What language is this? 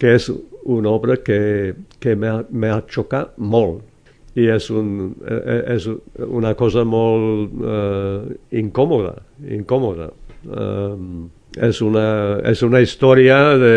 Catalan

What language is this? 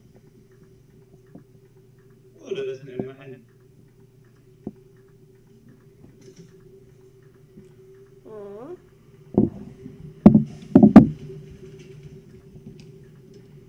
German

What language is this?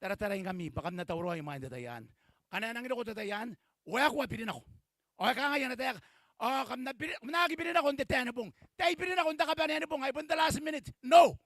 Gilbertese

